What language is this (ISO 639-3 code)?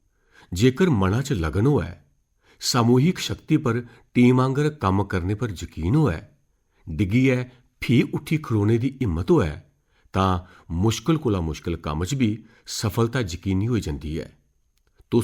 doi